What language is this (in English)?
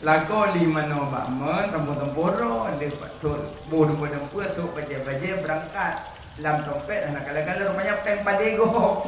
Achinese